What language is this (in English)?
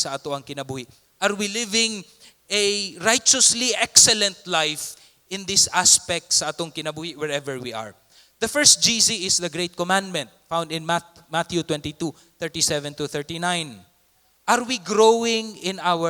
Cebuano